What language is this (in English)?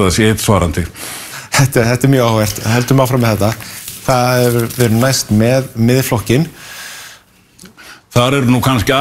Icelandic